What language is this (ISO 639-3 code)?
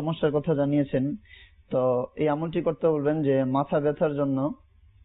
ben